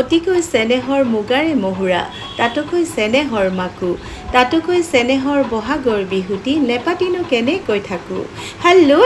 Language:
Assamese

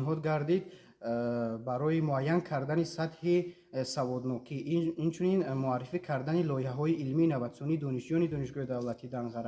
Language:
Tajik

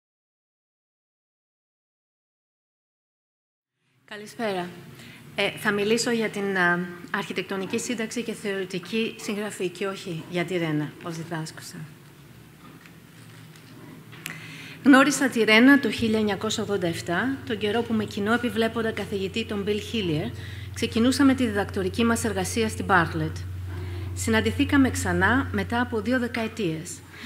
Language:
Greek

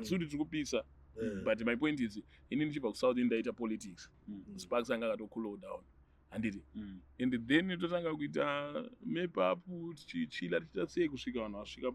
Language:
Shona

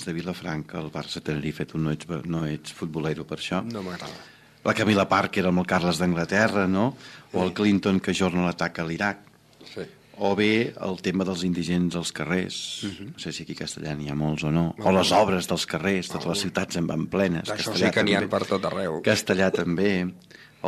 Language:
Catalan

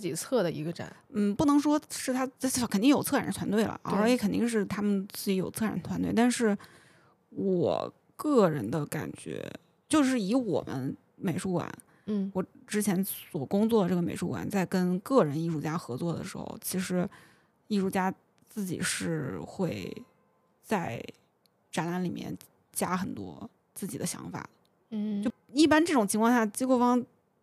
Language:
Chinese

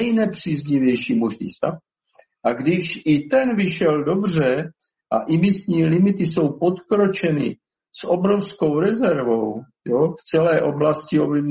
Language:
Czech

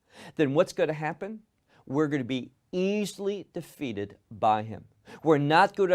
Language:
English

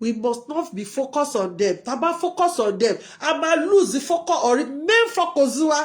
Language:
Yoruba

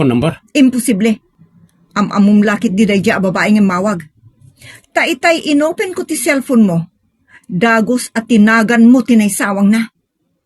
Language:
Iloko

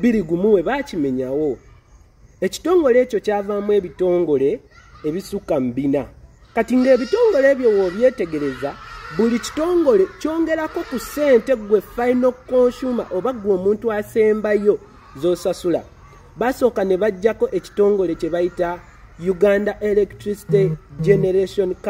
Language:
Ganda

